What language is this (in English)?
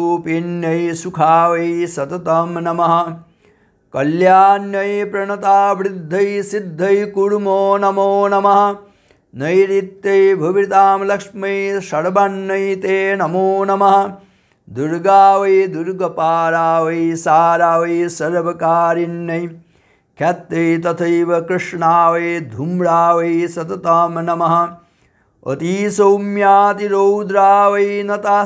Sanskrit